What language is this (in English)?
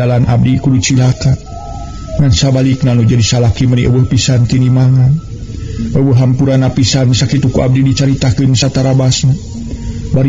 Sundanese